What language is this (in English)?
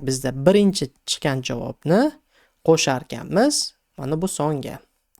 Uzbek